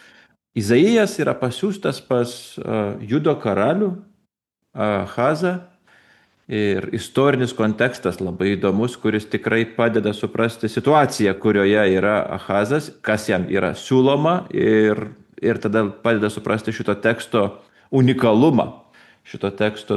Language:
Lithuanian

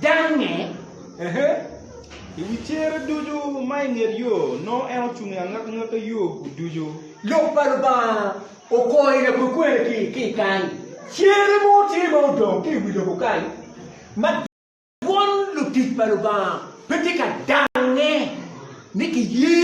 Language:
Acoli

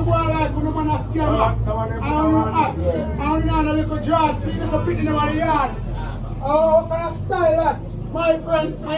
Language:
Jamaican Creole English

